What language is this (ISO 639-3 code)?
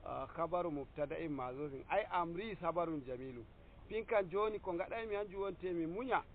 fuv